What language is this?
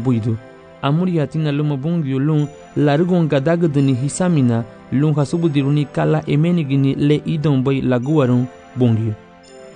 Garifuna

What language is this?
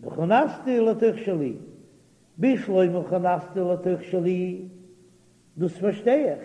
Yiddish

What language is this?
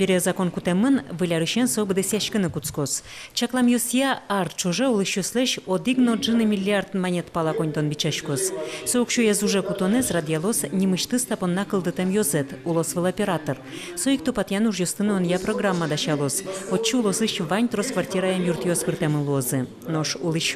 Udmurt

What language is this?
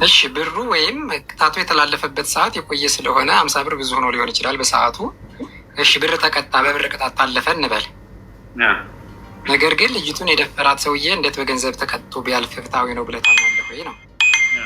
Amharic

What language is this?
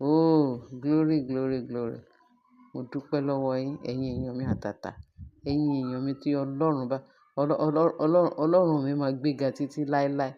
Yoruba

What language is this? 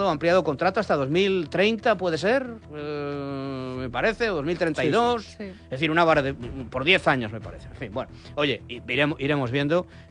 Spanish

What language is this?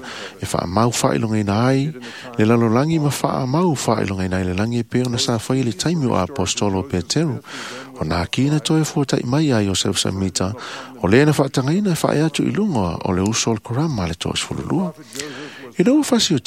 Samoan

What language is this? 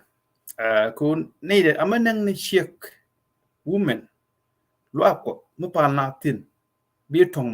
Nuer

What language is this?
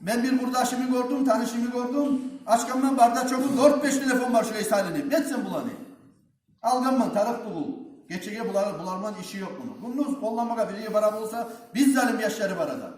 Kumyk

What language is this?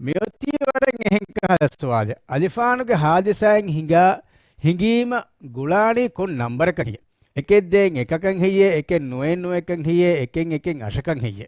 Divehi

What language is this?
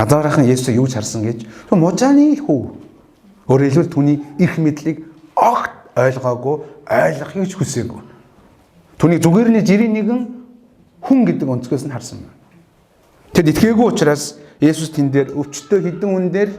Mongolian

